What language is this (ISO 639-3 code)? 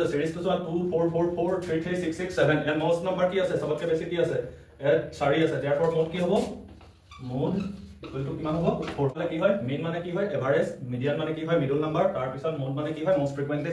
asm